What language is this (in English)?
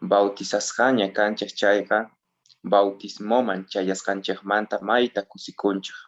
South Bolivian Quechua